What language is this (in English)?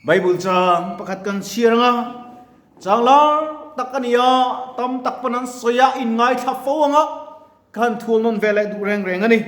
Mizo